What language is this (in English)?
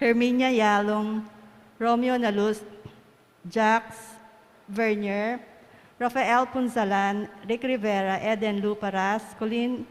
Pampanga